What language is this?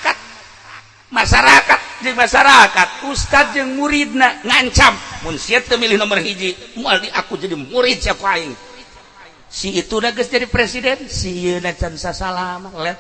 Sundanese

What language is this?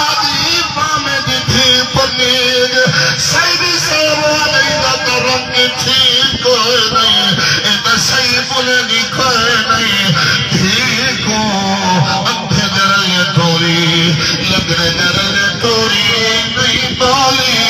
Saraiki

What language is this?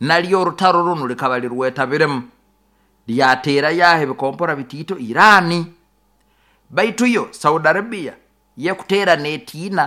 Nyoro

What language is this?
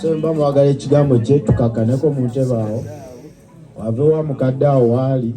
Ganda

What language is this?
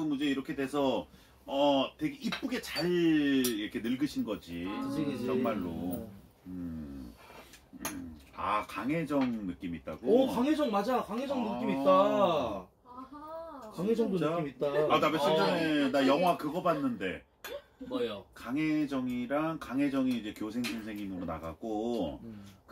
Korean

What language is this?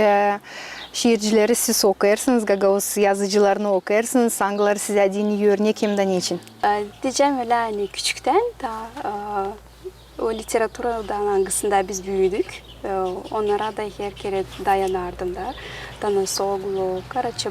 Gagauz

